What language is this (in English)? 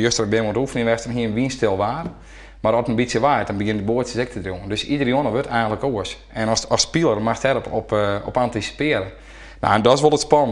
Western Frisian